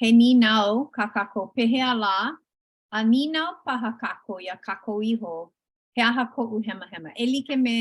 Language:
Hawaiian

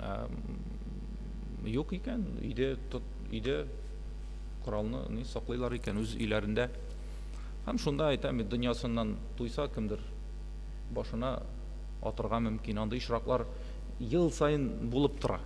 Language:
Tatar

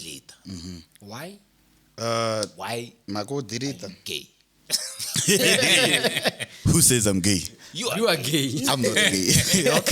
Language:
Tsonga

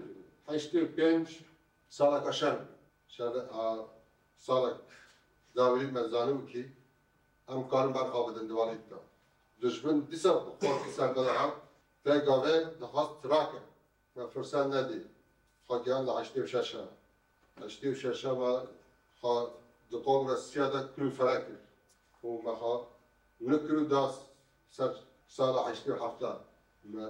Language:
Kurdish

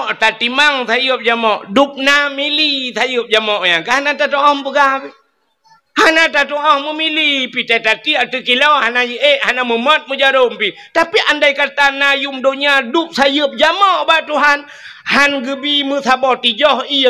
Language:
Achinese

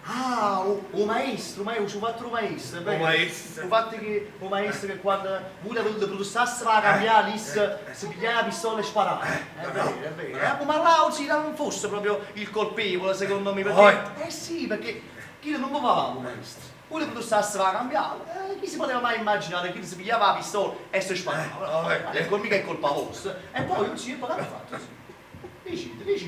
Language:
Neapolitan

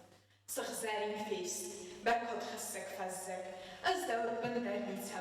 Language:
Ossetic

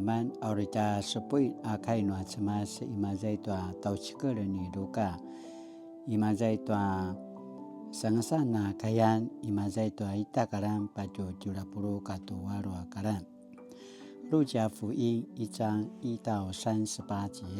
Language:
Paiwan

